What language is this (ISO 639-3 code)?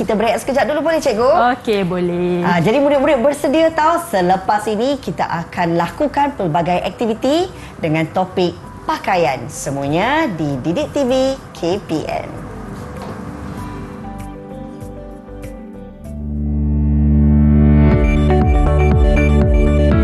msa